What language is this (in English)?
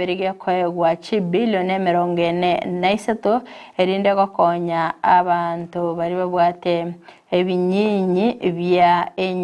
Gusii